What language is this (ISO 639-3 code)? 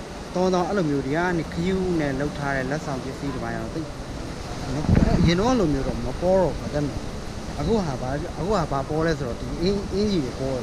mya